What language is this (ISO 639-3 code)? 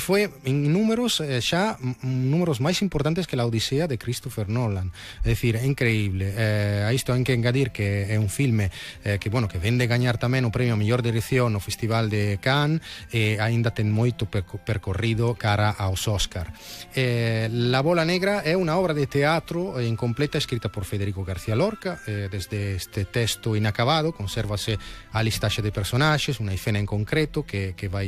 glg